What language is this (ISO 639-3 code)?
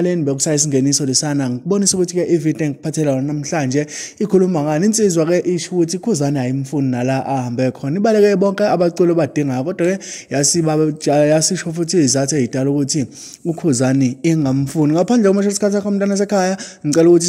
zul